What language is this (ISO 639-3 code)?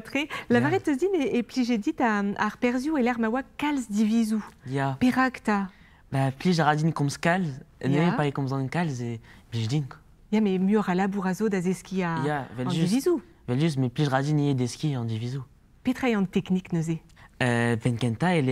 bre